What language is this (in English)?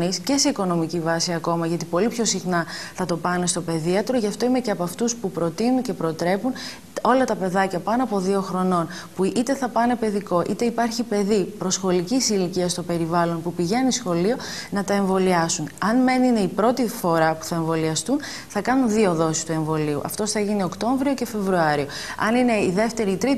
Greek